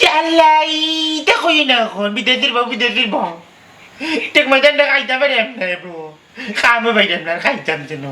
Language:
Sylheti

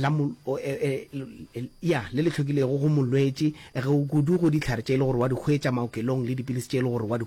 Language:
Northern Sotho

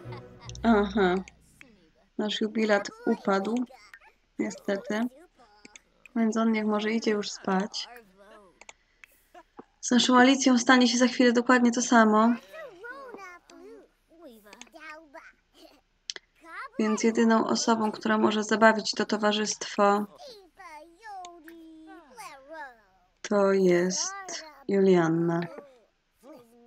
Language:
Polish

